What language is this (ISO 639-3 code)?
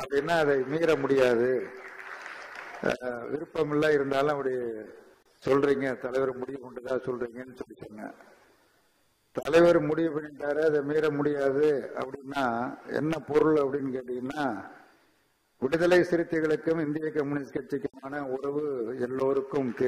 tam